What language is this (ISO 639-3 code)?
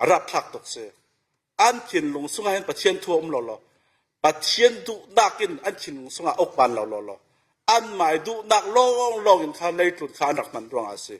cfm